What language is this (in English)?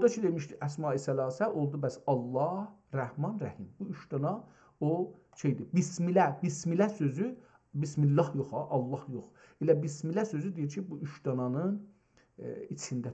South Azerbaijani